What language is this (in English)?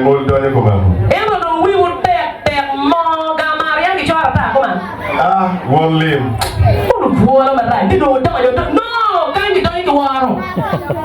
Acoli